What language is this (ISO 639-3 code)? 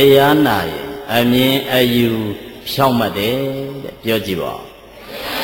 mya